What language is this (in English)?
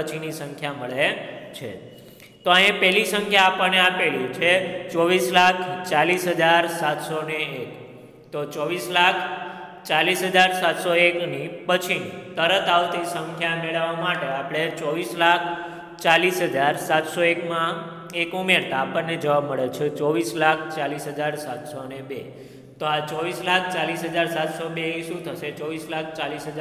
Gujarati